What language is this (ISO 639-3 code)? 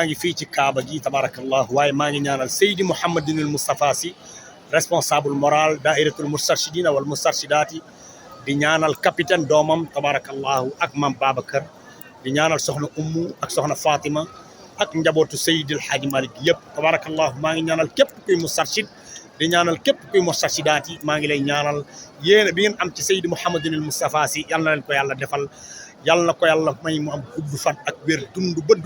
wol